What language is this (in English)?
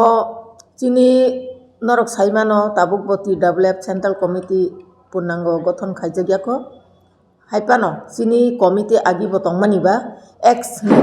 Kok Borok